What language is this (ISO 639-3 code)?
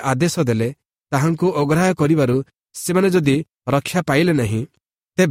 ori